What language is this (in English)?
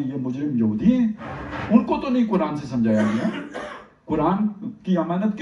Urdu